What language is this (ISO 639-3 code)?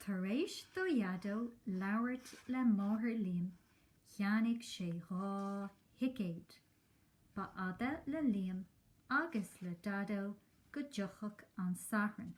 gle